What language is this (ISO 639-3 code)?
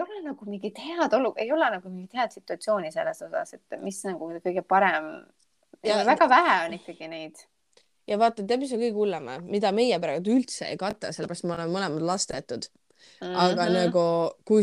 est